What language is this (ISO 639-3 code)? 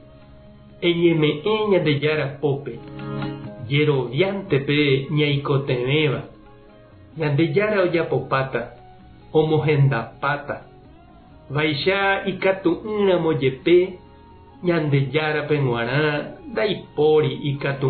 grn